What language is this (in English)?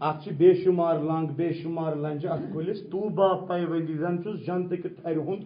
Kashmiri